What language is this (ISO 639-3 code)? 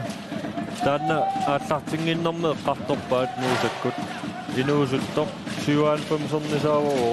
kal